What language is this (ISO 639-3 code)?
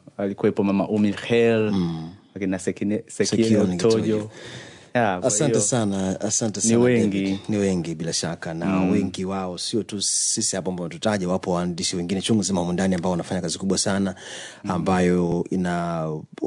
swa